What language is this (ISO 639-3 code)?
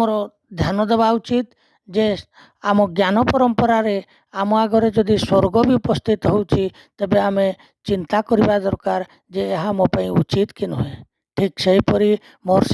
ori